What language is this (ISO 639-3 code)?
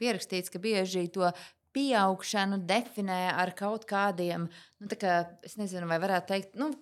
lav